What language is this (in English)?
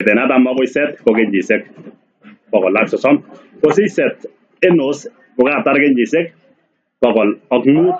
Kalenjin